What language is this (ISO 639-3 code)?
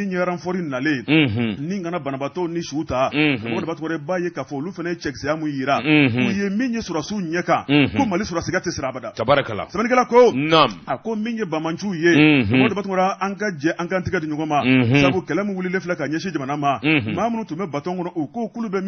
bam